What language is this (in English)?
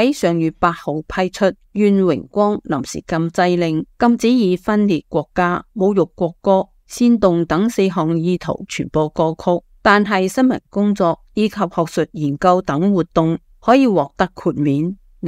Cantonese